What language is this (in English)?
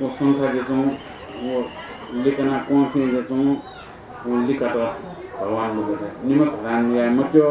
Newari